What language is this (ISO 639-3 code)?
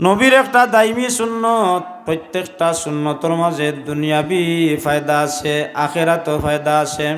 syl